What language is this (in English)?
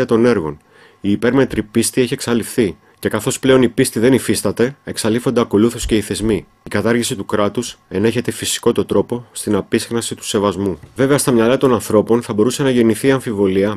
Greek